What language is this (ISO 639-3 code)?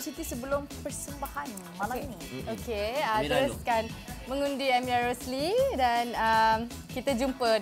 msa